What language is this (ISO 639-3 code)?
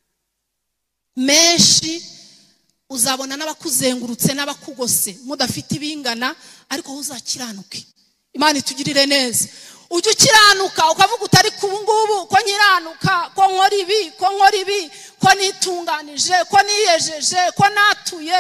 kin